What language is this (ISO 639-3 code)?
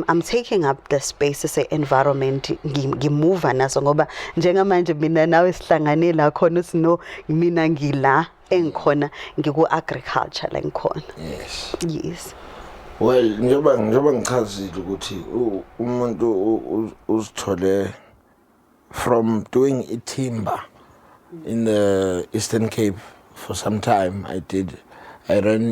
zul